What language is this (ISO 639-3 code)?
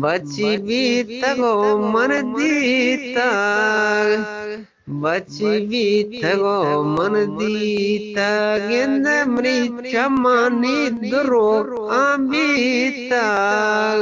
bgp